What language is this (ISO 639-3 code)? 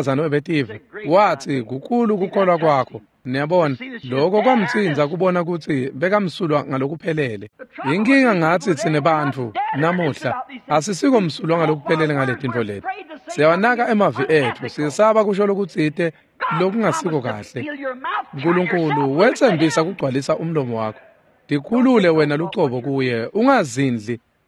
ssw